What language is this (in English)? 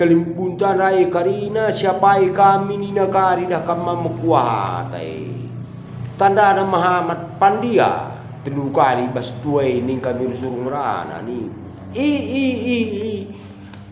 Batak Karo